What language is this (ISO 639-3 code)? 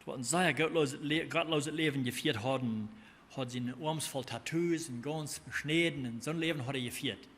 pdt